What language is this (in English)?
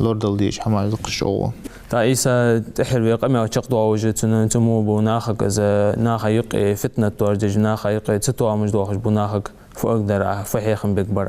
Ingush